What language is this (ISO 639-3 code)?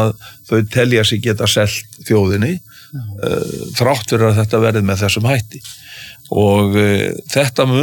isl